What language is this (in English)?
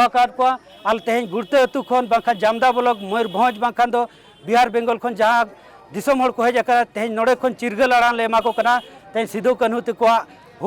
Santali